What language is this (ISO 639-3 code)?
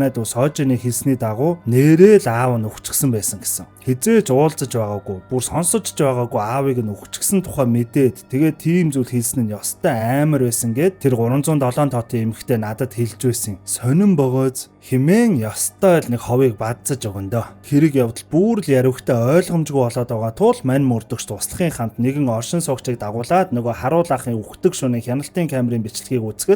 mon